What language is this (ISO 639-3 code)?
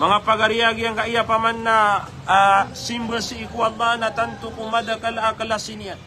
mrw